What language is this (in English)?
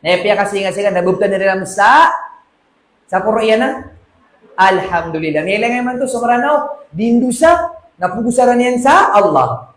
Maranao